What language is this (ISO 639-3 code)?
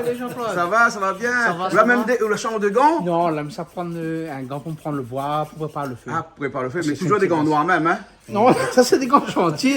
rcf